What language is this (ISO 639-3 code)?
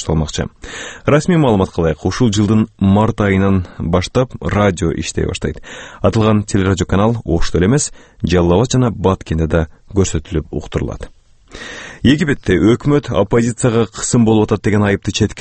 kir